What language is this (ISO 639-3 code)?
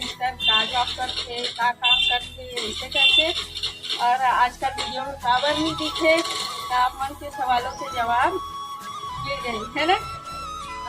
hne